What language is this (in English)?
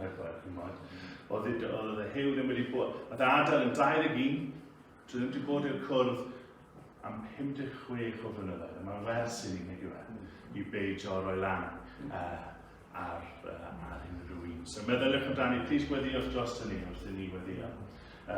Welsh